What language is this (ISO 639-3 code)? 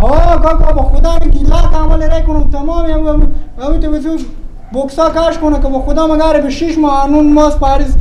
fas